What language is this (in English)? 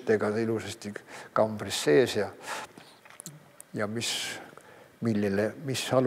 Estonian